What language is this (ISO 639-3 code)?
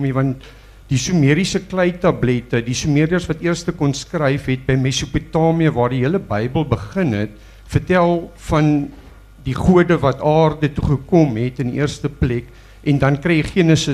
afr